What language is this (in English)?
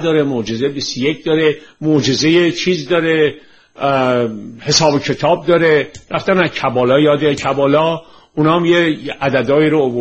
Persian